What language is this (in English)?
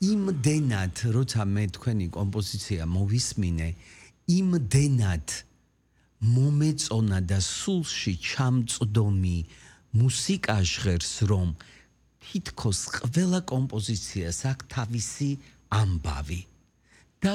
Georgian